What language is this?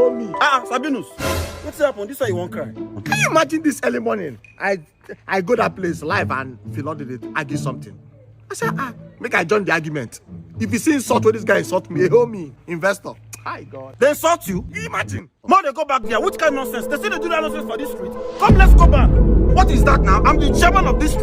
Nigerian Pidgin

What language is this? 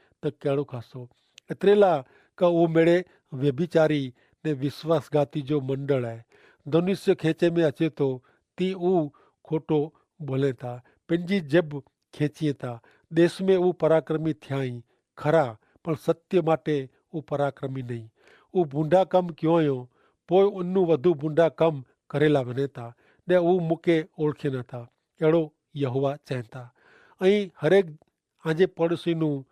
Kachhi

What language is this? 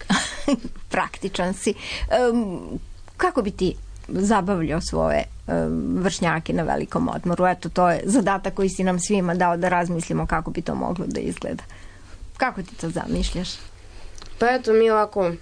Serbian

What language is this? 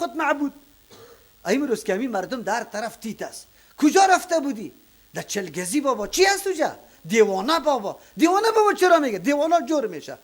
Persian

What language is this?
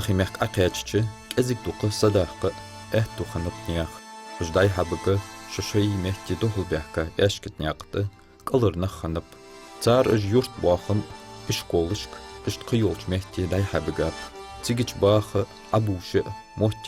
Ingush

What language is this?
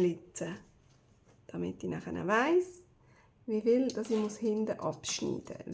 Swiss German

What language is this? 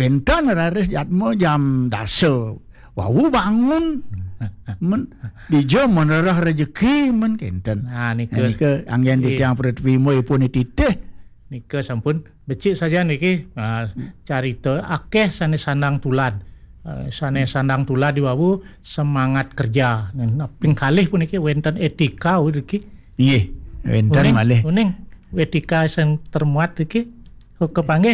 Balinese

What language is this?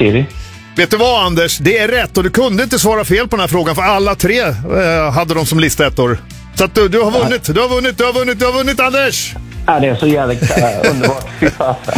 Swedish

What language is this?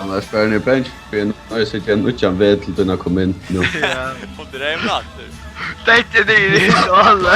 Faroese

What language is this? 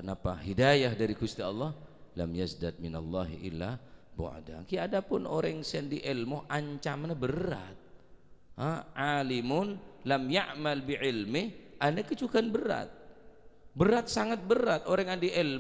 Madurese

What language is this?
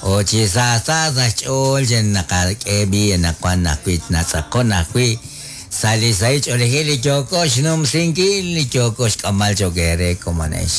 Kekchí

